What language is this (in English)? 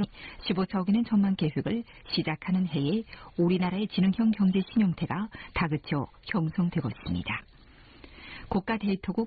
Korean